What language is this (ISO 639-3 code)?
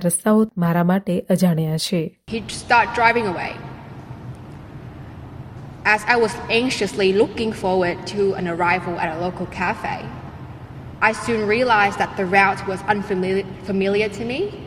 guj